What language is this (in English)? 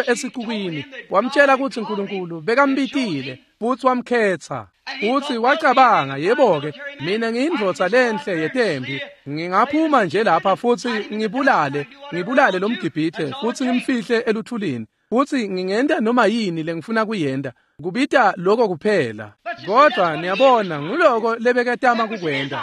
Swati